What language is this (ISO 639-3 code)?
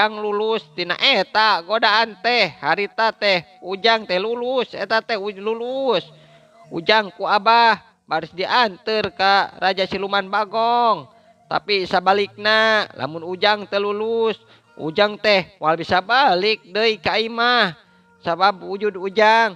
sun